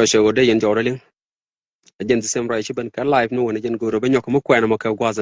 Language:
Nuer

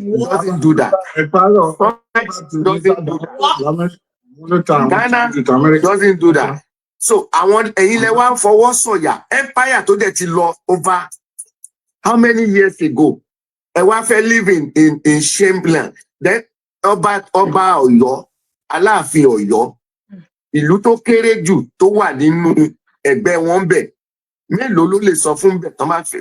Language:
Yoruba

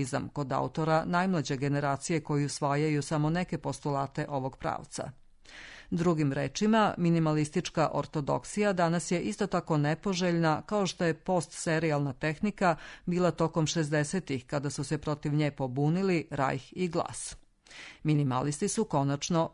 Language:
Serbian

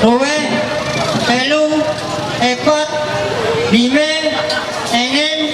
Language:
Ma'anyan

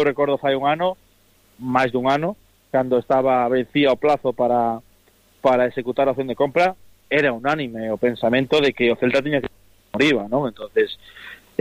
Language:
Galician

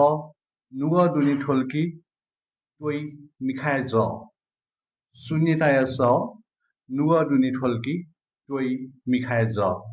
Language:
Newari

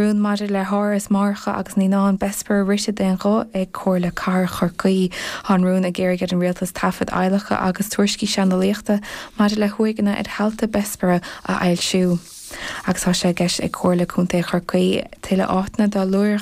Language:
Irish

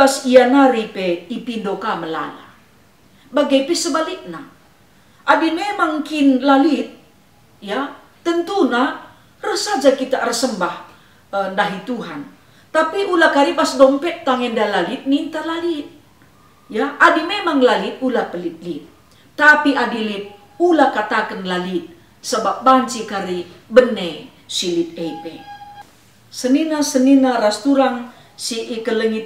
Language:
Batak Karo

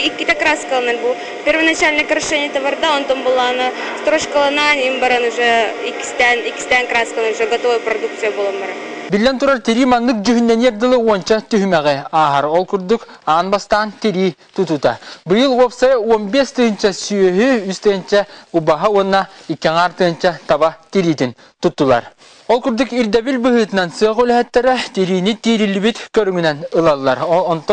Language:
Yakut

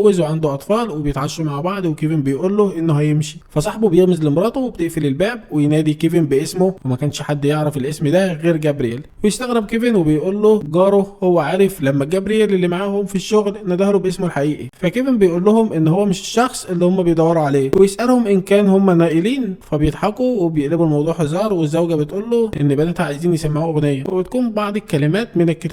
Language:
Egyptian Arabic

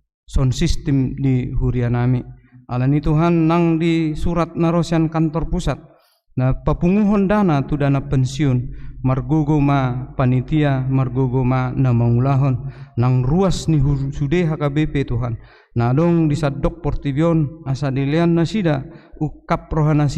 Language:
Batak Toba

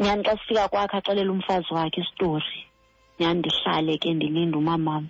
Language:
Xhosa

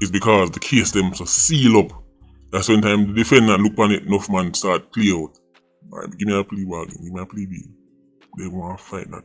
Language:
Jamaican Creole English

